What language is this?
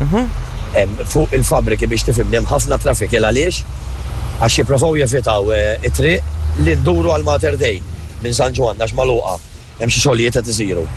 Maltese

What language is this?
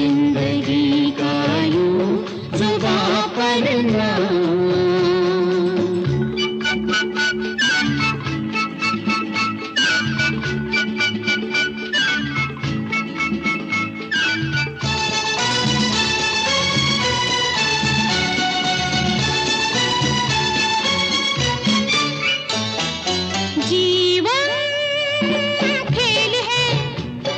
Hindi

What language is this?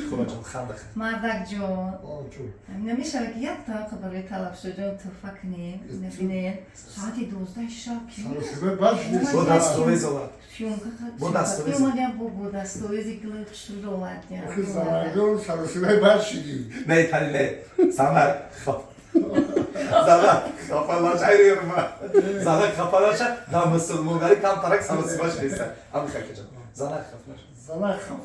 Tajik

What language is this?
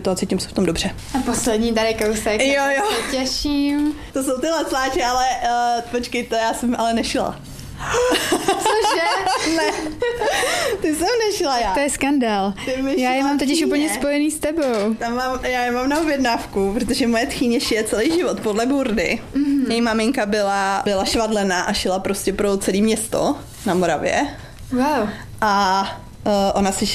Czech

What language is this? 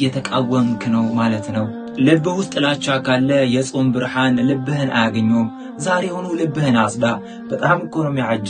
Amharic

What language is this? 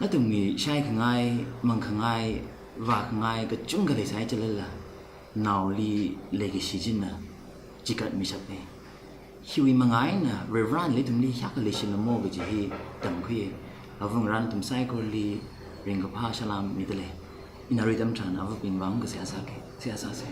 Tangkhul Naga (India)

